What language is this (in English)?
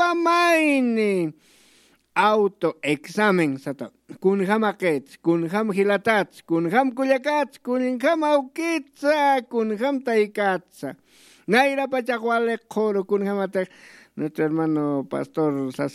Aymara